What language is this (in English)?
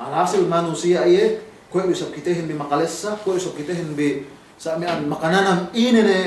Yakan